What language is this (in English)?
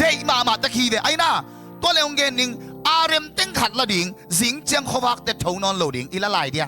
Tedim Chin